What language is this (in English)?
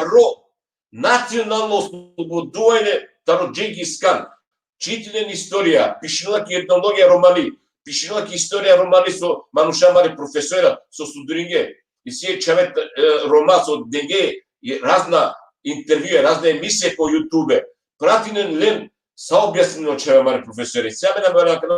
Balkan Romani